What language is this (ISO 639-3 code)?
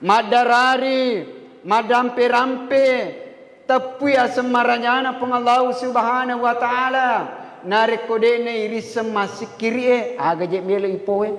bug